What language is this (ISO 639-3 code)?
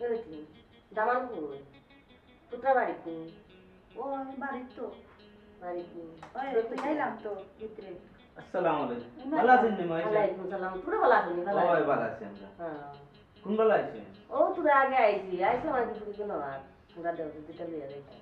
syl